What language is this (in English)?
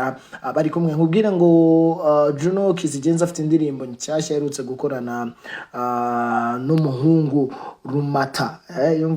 Kinyarwanda